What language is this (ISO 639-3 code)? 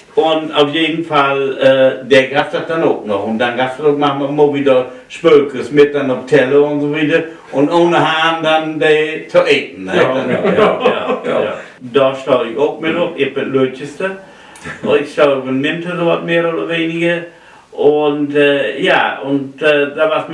nds